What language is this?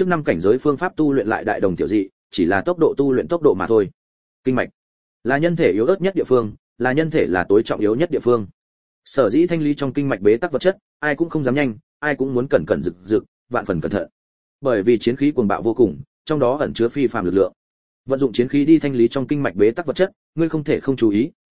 Vietnamese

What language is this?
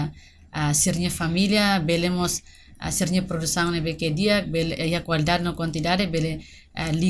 Tetum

